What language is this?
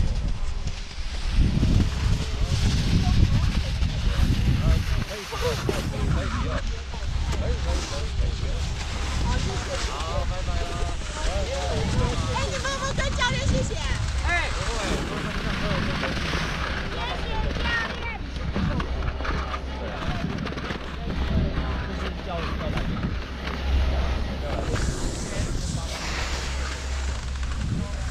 Chinese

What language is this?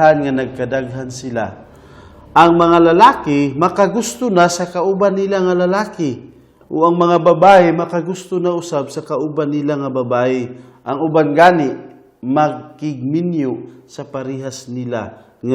Cebuano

